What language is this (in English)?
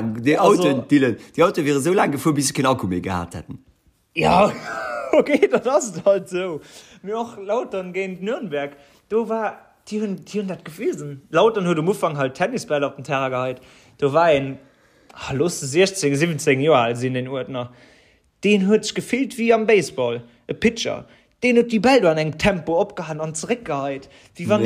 Luxembourgish